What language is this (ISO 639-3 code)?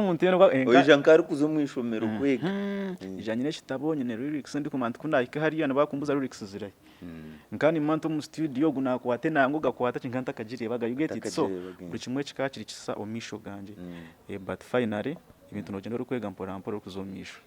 nyn